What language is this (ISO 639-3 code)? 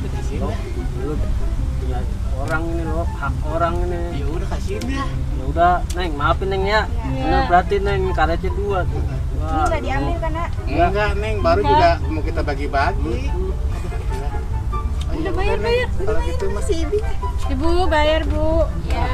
bew